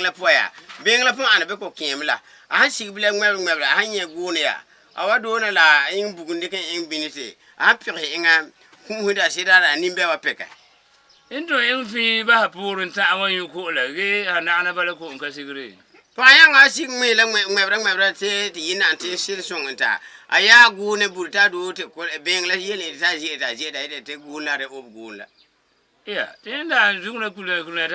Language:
Frafra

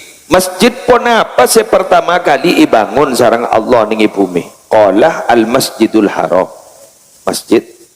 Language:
Madurese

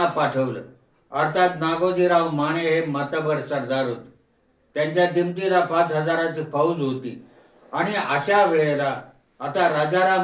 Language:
Marathi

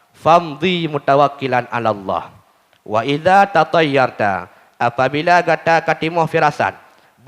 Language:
Achinese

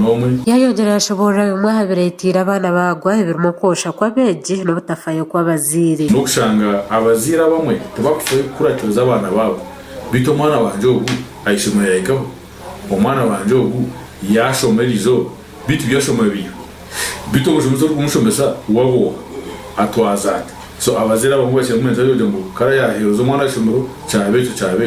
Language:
Nyankole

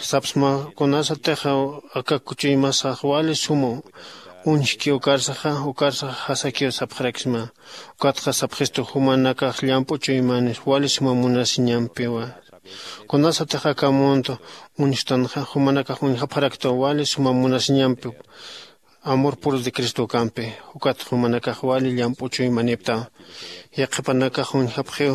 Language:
Aymara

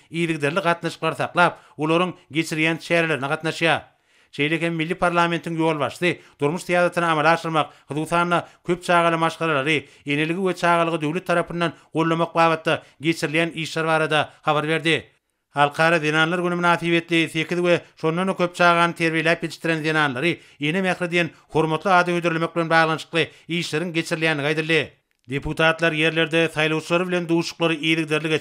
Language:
Turkmen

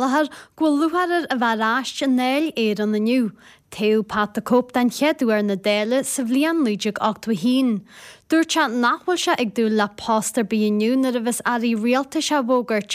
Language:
Irish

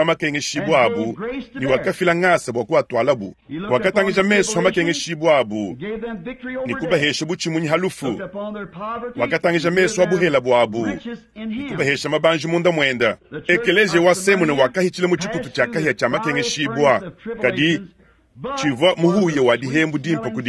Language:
Luba-Lulua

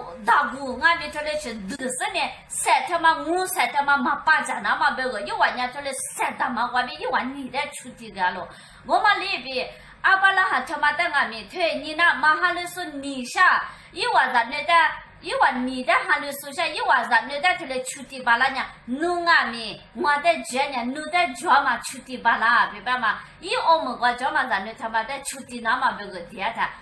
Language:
Lisu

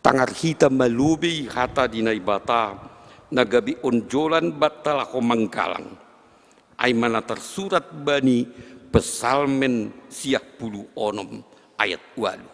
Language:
Batak Simalungun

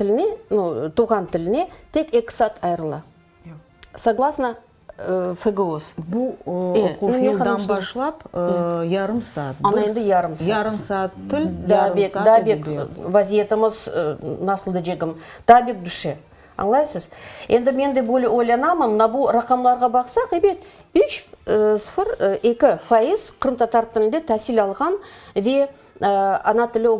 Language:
Crimean Tatar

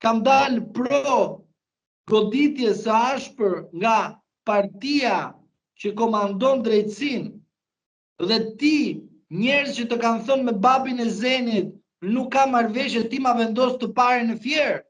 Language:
Albanian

